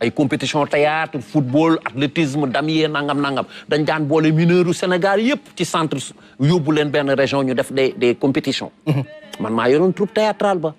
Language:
Wolof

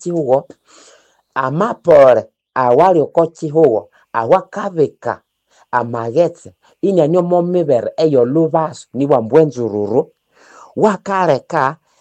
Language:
Nande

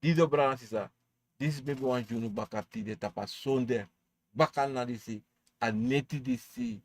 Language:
Sranan Tongo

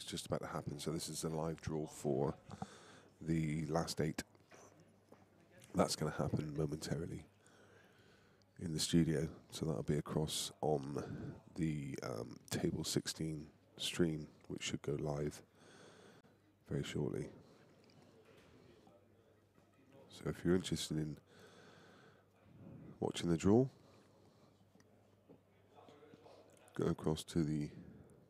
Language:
English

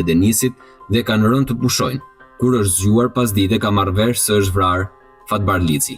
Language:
Albanian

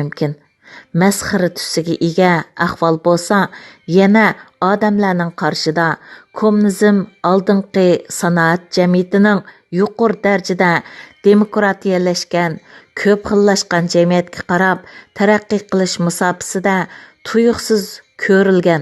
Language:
Uyghur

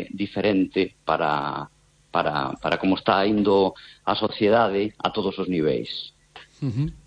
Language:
Galician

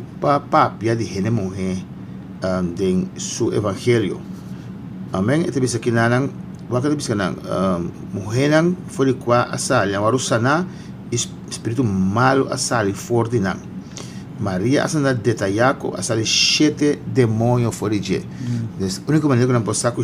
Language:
Papiamento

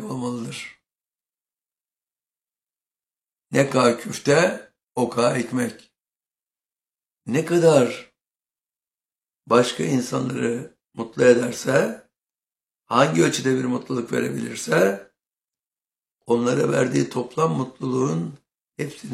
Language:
Turkish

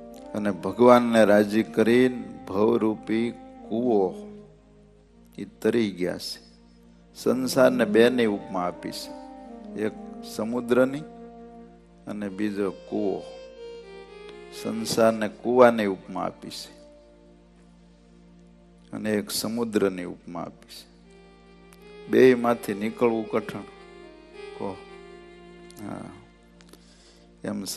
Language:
Gujarati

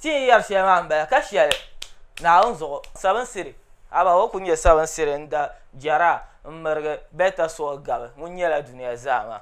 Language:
Dagbani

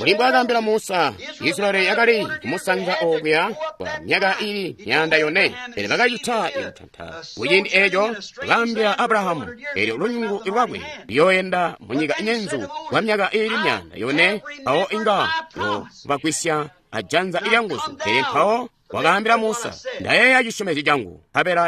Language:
Tonga (Zambia)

